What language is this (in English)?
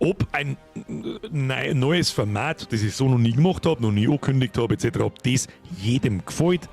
Bavarian